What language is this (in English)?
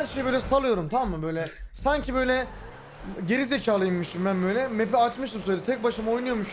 Turkish